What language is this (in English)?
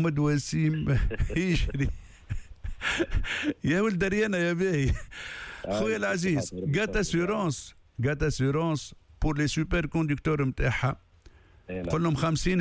Tunisian Arabic